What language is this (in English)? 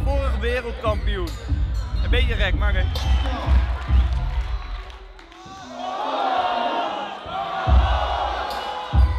Dutch